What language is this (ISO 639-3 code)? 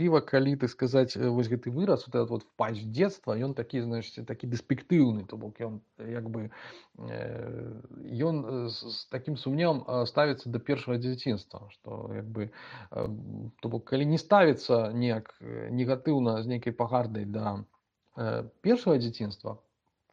bel